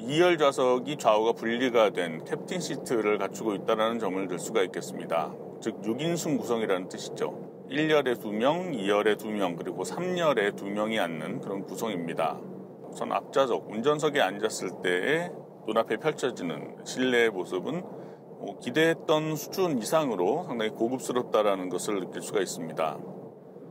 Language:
Korean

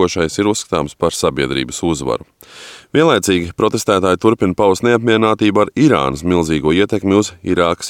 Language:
Latvian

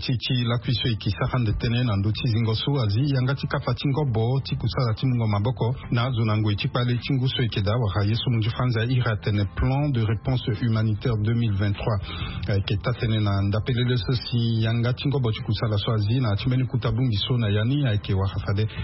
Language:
Sango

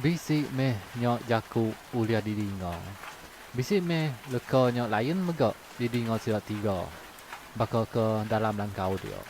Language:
Iban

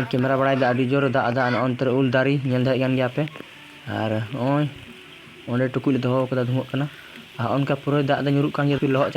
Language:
Santali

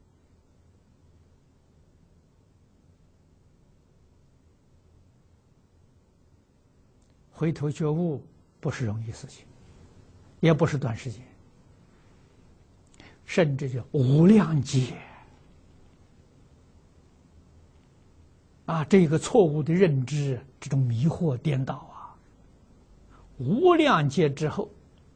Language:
Chinese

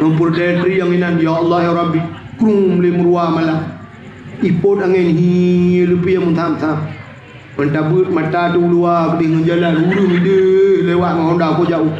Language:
Achinese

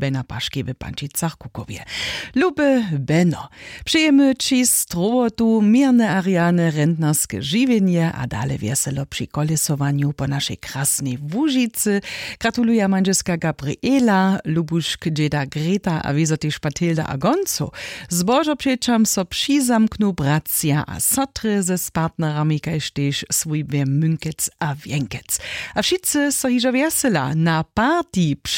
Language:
Upper Sorbian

